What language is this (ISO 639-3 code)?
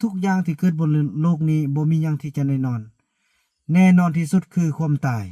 lao